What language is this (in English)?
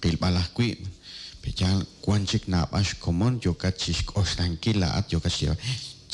Kekchí